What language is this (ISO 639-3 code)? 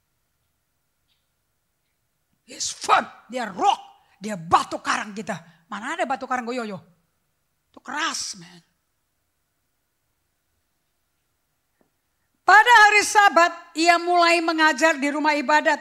ind